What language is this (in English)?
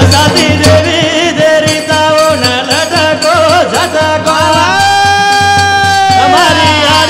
Lambadi